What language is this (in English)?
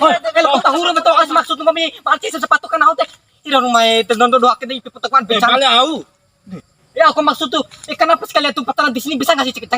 Bima